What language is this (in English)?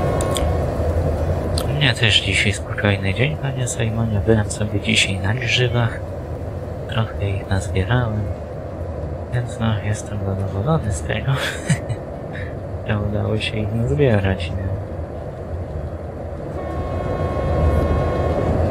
Polish